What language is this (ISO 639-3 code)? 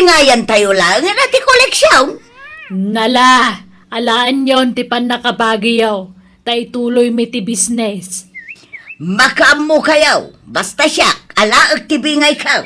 ilo